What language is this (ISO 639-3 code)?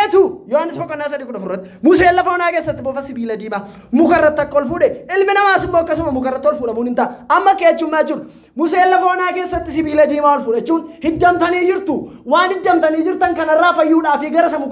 orm